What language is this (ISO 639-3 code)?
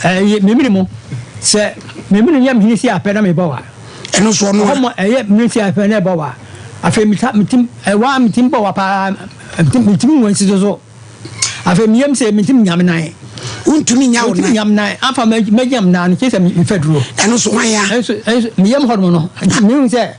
aka